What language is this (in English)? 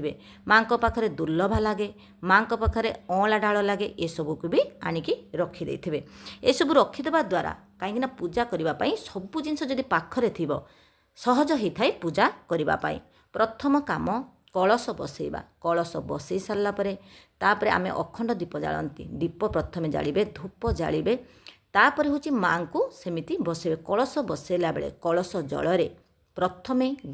Odia